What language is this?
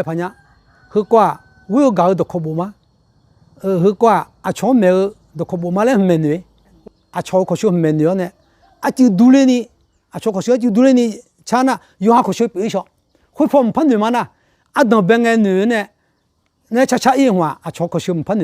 Akha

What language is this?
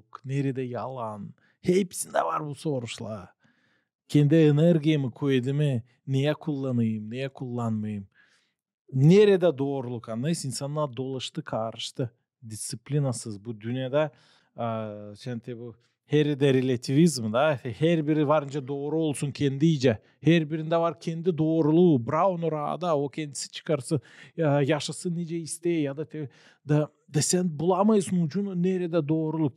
Gagauz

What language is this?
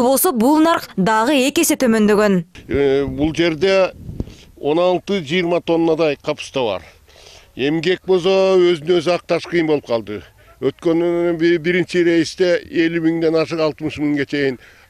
Kyrgyz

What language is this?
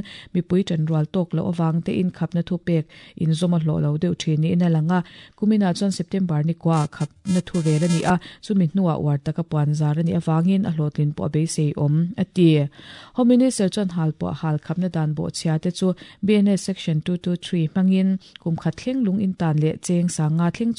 Mizo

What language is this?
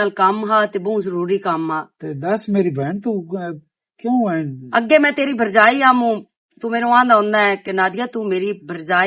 Western Panjabi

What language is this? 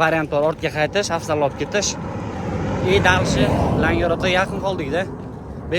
Uzbek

